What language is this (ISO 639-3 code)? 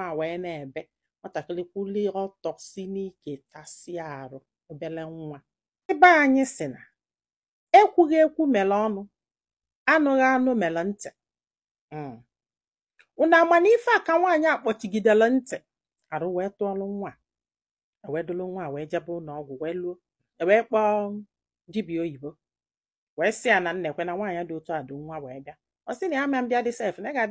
ibo